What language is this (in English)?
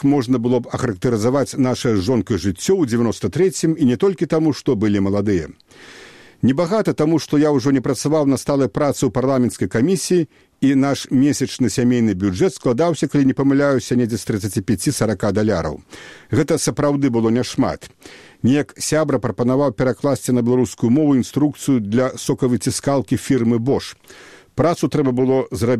Belarusian